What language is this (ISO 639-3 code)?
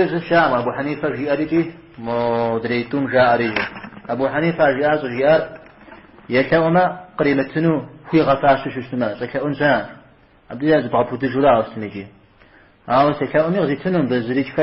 kbd